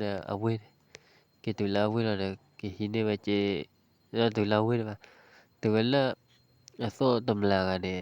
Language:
S'gaw Karen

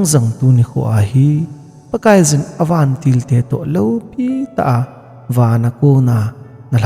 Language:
Thado Chin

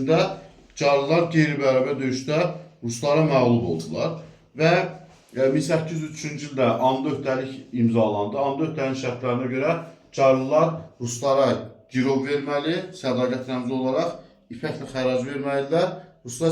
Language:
Azerbaijani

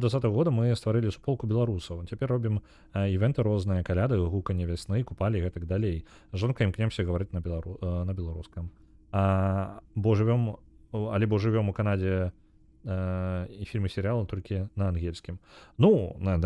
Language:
Belarusian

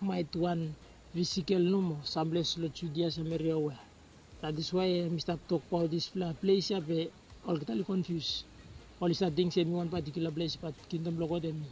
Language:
Bislama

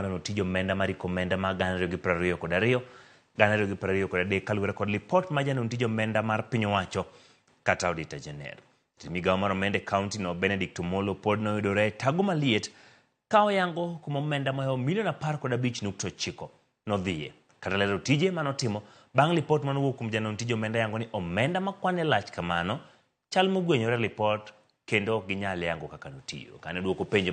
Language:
Luo (Kenya and Tanzania)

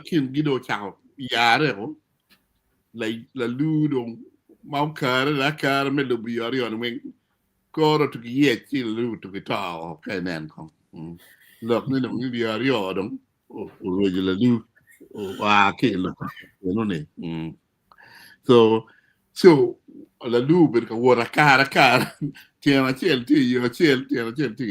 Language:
Acoli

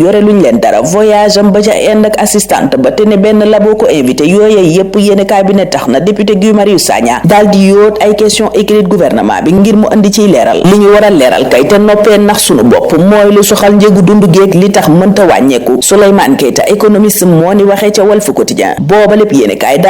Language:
Wolof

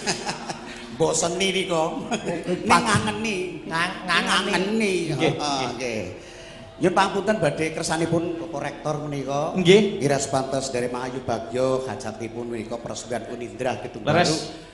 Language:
Javanese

